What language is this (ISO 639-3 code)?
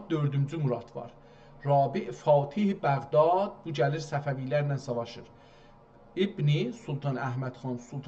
azb